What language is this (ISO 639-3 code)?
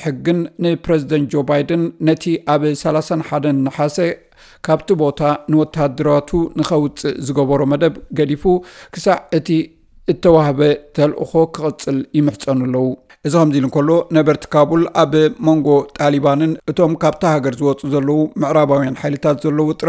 tir